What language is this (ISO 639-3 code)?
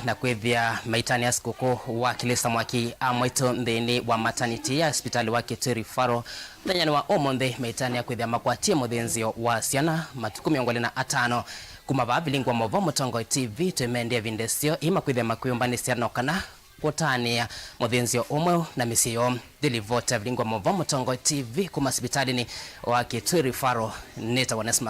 kam